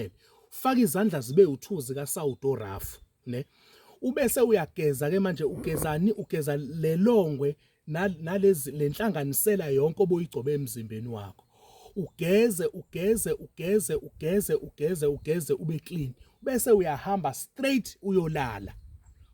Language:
Zulu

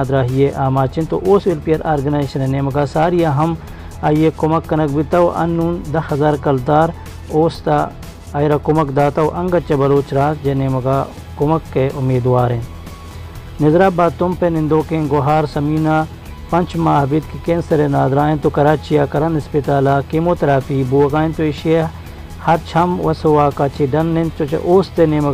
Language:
Baluchi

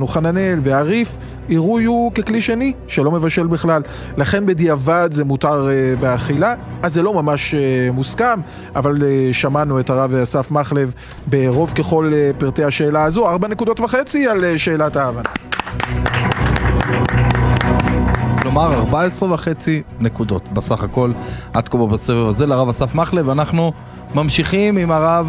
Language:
Hebrew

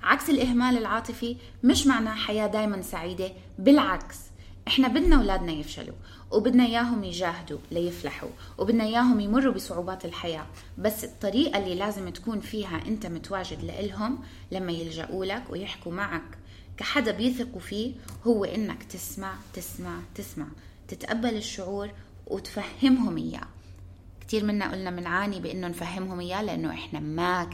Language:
North Levantine Arabic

